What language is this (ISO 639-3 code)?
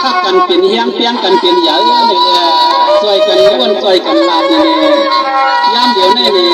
shn